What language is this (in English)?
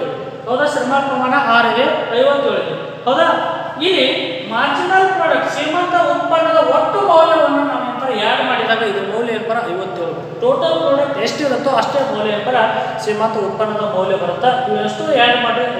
Kannada